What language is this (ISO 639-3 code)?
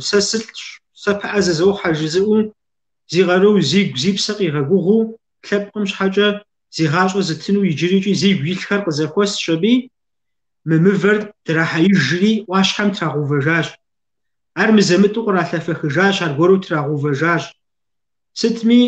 kbd